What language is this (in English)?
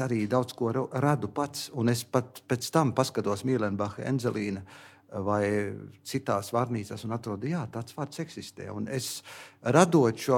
Latvian